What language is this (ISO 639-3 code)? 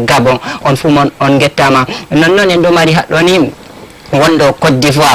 ful